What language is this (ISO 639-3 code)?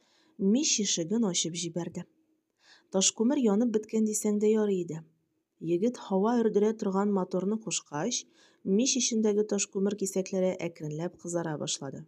tat